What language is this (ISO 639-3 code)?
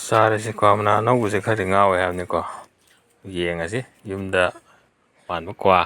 mni